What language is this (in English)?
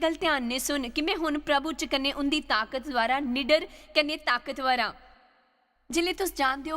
Dogri